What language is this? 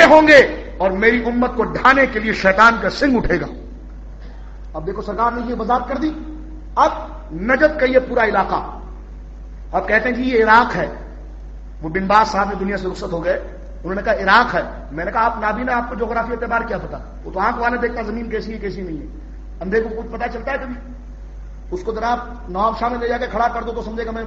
Urdu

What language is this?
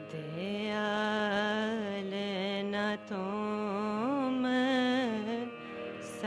Hindi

